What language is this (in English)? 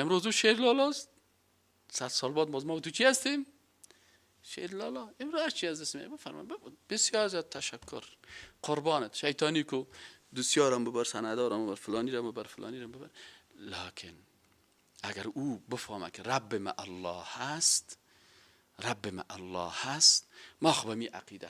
Persian